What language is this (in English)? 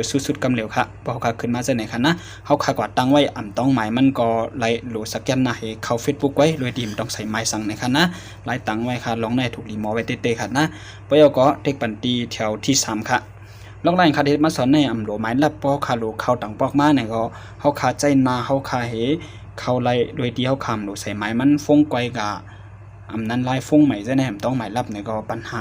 Shan